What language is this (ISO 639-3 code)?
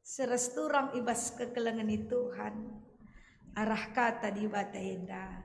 btx